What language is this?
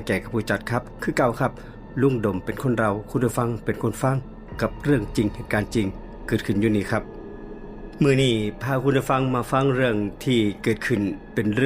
Northeastern Thai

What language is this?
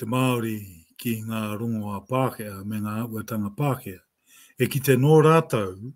Māori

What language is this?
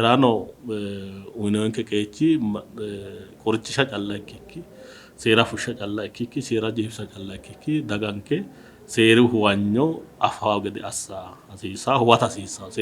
Sidamo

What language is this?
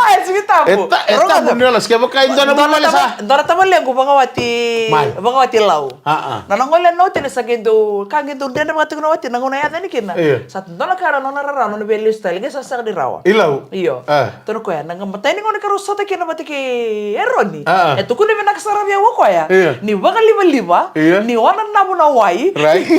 Fijian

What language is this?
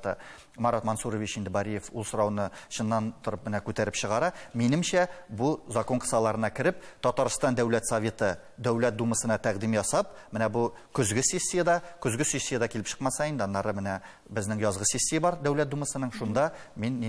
Tatar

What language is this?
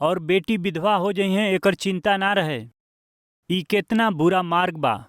Bhojpuri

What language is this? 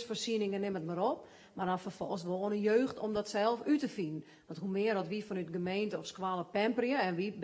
Western Frisian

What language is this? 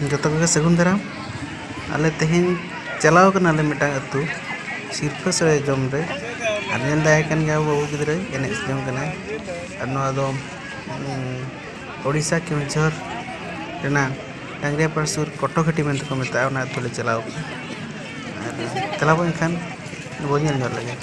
Santali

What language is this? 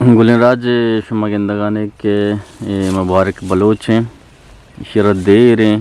Eastern Balochi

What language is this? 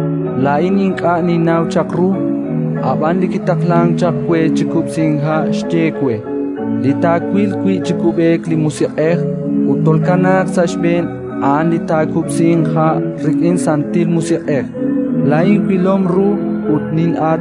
Kekchí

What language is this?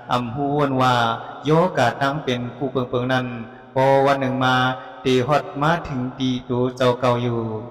Shan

